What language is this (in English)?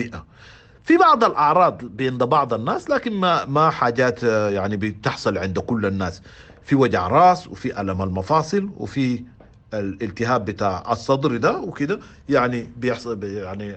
Sudanese Arabic